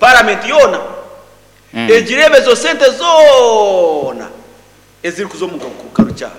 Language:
Nyankole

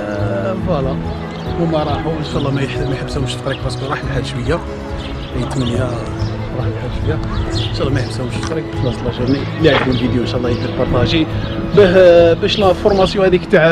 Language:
Algerian Arabic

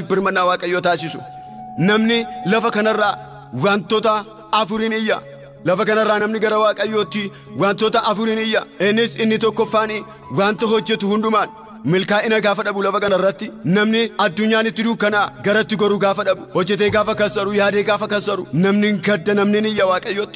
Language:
Oromo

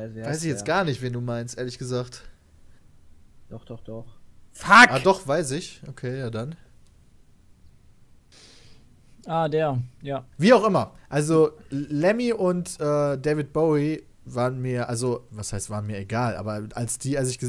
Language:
German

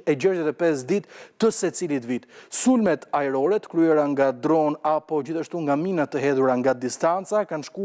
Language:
Albanian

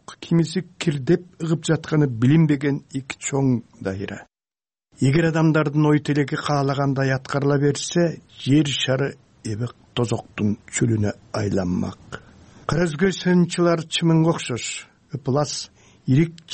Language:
Kyrgyz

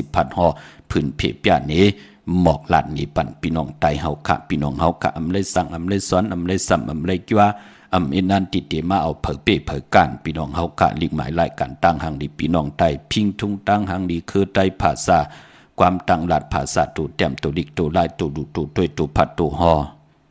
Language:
Shan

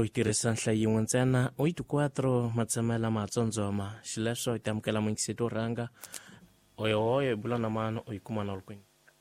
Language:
Tsonga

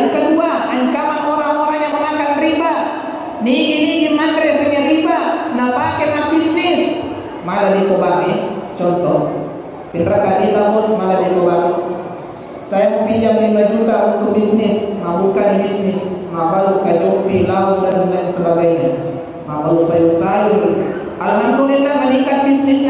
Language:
Buginese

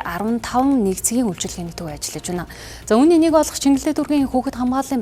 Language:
Mongolian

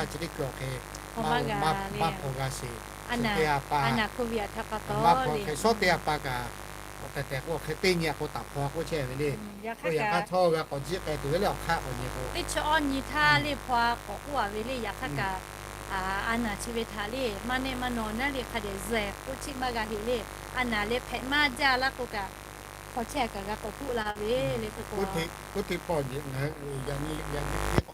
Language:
Lahu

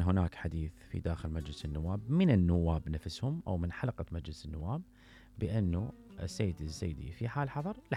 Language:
Mesopotamian Arabic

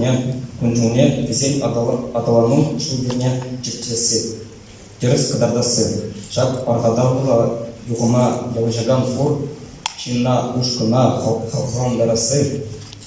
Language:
Chuvash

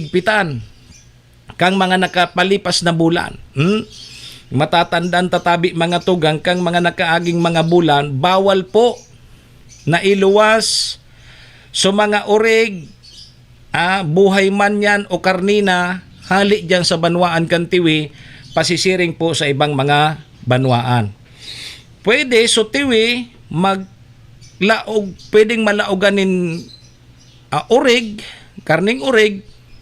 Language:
Bikol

